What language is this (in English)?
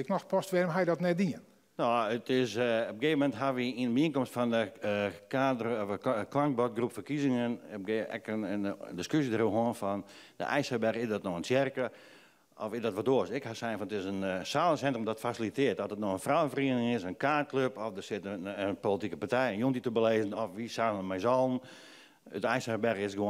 Western Frisian